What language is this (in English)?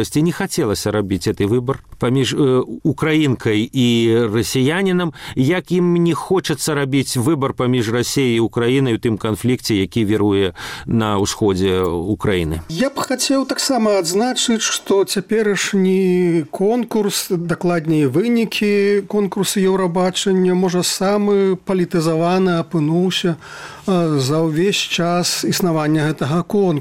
Belarusian